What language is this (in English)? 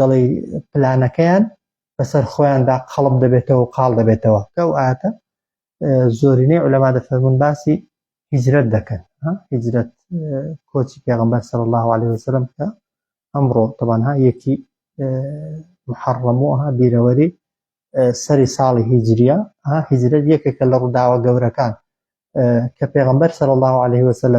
Central Kurdish